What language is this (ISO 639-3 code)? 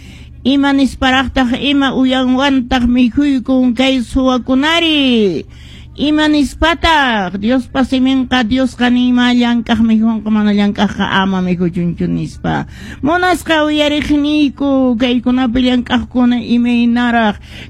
que